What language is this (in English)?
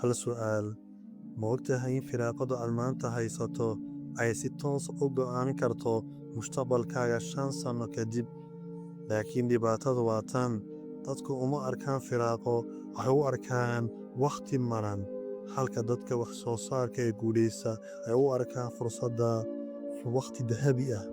Somali